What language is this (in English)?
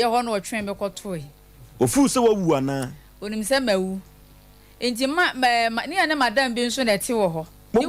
Akan